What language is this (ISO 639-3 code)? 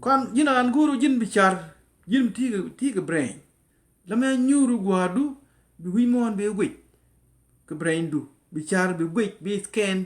nus